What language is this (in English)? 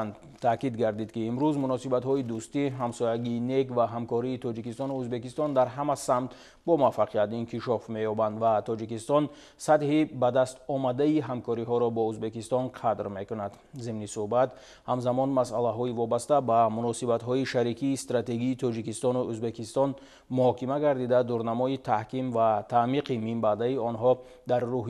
Tajik